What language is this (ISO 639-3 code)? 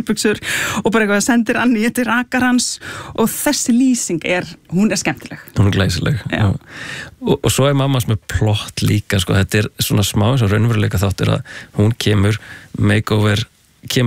isl